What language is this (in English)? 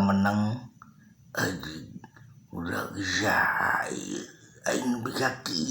Sundanese